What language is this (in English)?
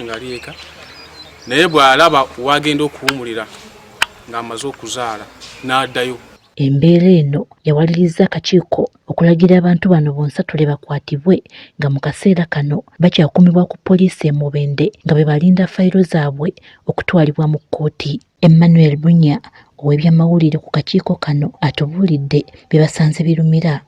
Ganda